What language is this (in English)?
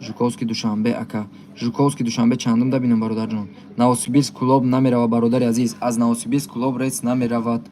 Tajik